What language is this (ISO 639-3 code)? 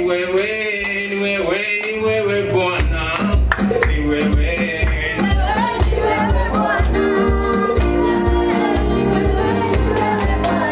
swa